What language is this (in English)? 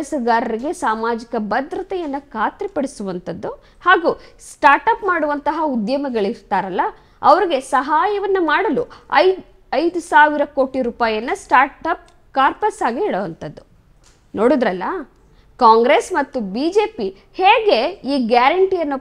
Kannada